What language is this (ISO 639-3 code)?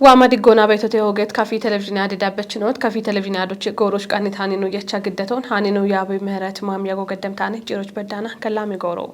kbr